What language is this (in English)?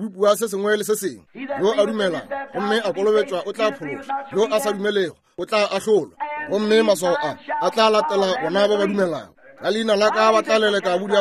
Northern Sotho